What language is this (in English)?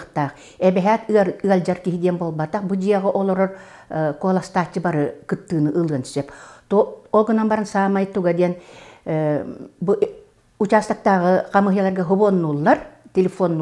Yakut